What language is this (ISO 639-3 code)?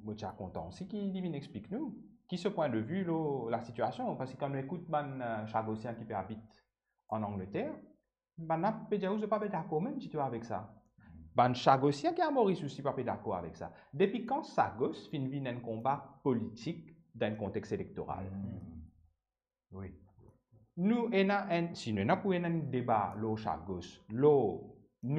mfe